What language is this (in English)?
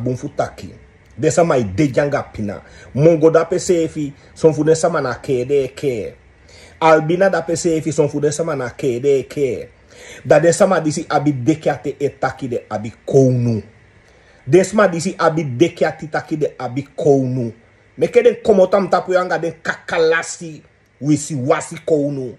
Sranan Tongo